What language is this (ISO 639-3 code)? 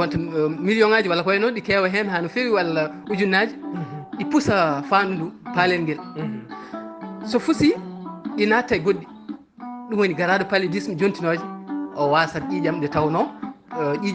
ful